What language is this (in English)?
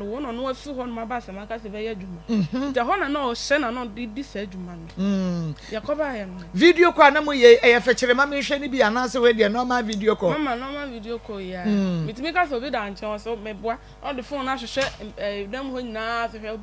Akan